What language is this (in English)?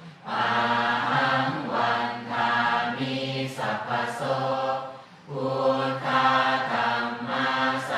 Pali